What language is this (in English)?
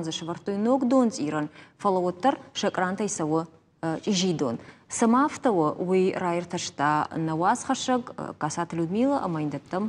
Ossetic